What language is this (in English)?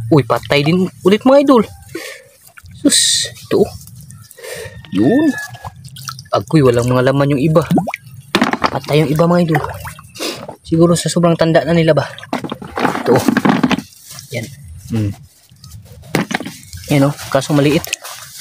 Filipino